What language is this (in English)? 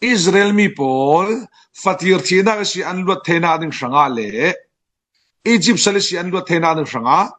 Falam Chin